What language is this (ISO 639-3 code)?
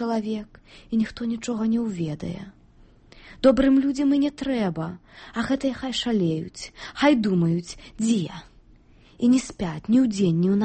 bel